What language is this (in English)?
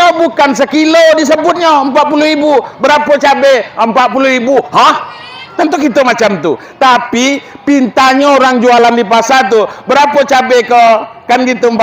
Minangkabau